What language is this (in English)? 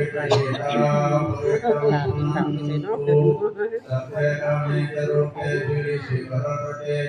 Pali